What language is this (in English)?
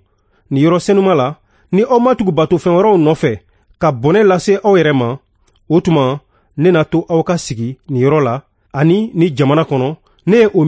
Bambara